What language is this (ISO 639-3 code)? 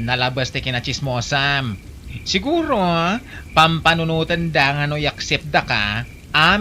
ilo